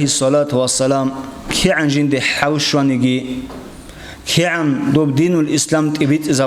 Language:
Avaric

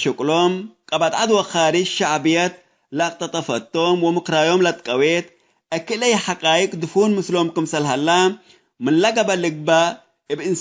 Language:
Tigre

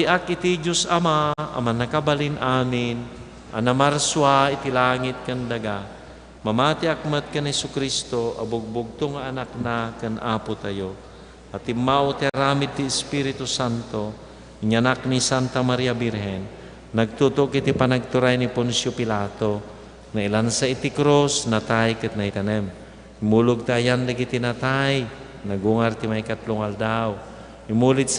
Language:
Iloko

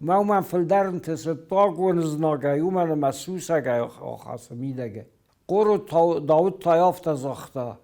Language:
Ossetic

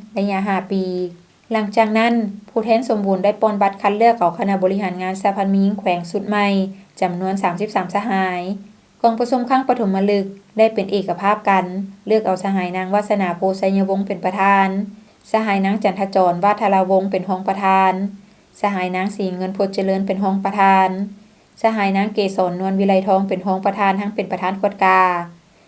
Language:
Lao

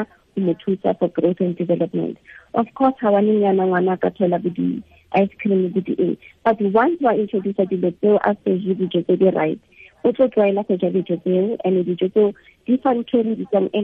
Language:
Tswana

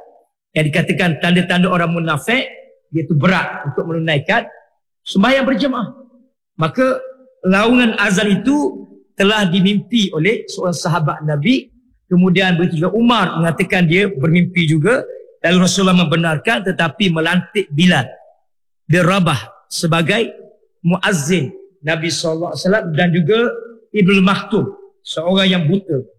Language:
Malay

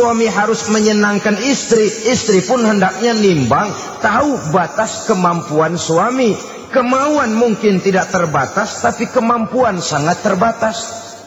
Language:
Indonesian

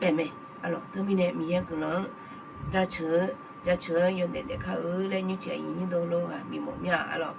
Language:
Akha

